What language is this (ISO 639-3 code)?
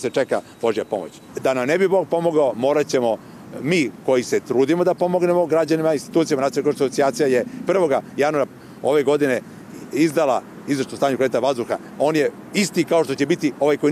srp